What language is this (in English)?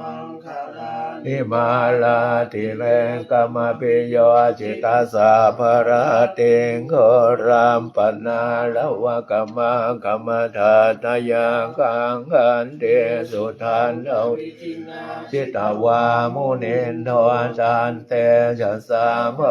Pali